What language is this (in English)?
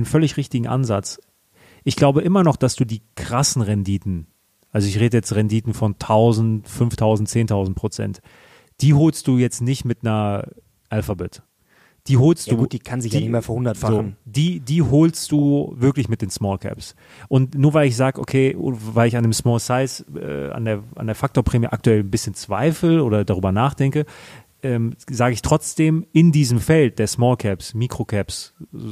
German